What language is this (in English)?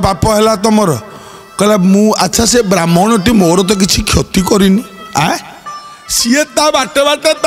Odia